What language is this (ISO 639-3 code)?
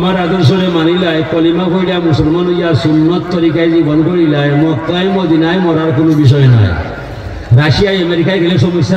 syl